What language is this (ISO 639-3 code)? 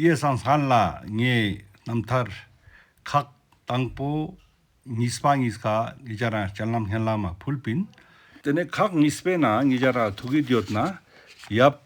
lbj